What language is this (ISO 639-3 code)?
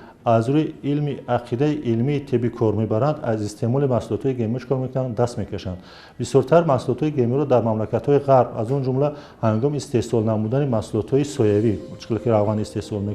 tgk